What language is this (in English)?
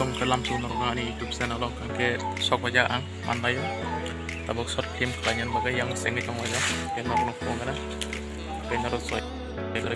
Kok Borok